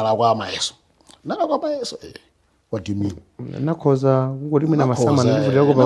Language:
Nyanja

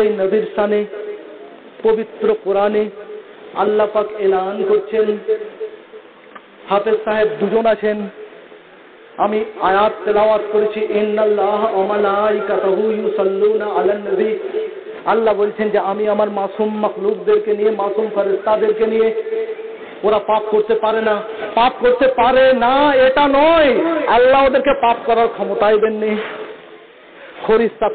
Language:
Bangla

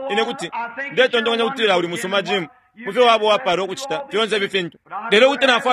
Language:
Bemba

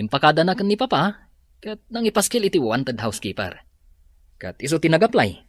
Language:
Iloko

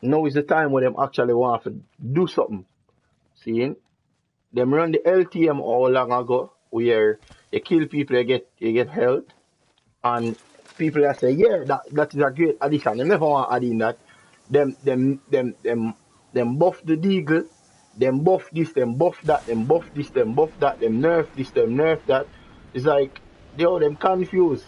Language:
Jamaican Creole English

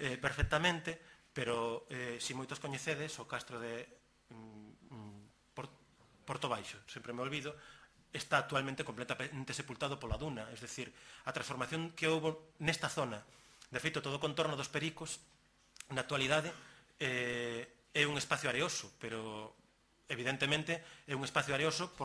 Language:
Galician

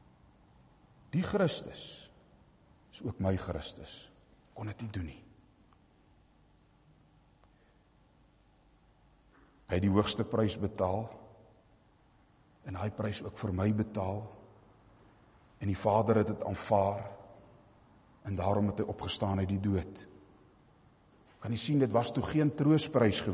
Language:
Afrikaans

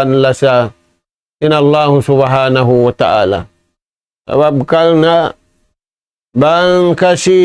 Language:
Tausug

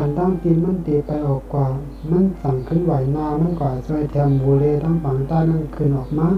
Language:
Shan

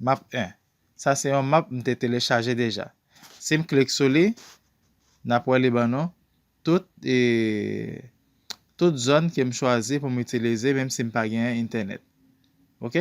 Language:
Haitian Creole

